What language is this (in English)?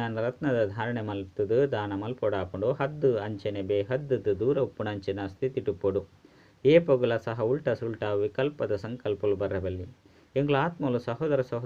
Tulu